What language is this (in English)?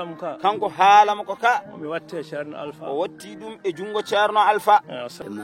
Fula